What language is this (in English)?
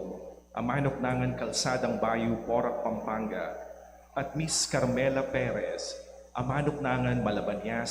Pampanga